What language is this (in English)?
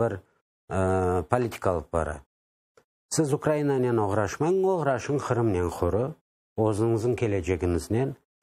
Crimean Tatar